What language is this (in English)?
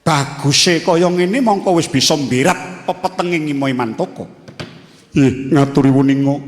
Javanese